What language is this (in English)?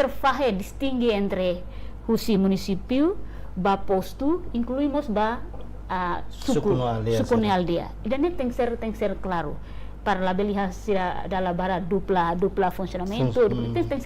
Tetum